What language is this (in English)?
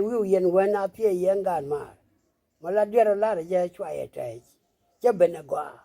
Nuer